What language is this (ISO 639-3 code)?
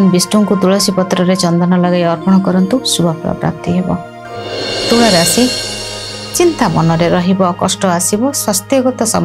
ori